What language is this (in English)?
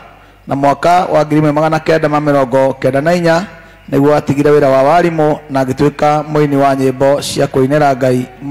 Kikuyu